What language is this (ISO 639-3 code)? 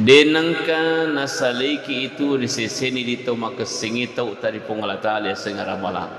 bug